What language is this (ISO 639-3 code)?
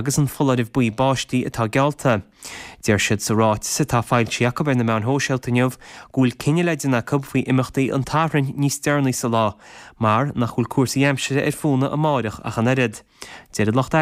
gle